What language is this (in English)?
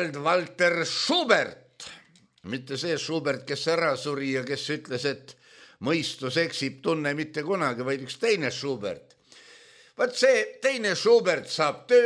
Estonian